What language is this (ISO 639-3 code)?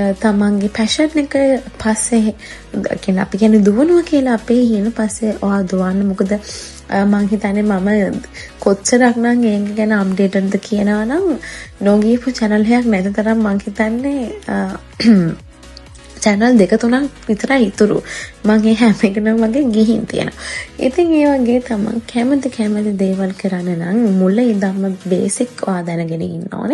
sin